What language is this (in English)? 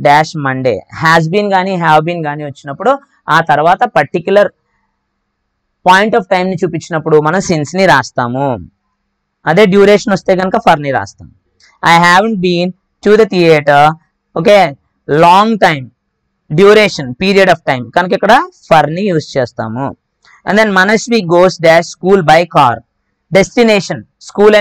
Telugu